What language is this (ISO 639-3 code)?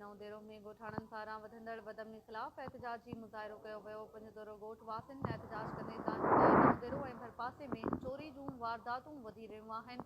snd